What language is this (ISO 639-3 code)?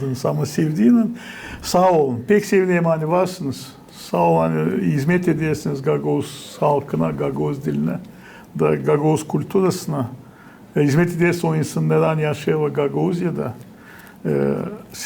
gag